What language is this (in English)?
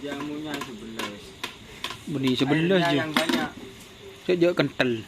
Madurese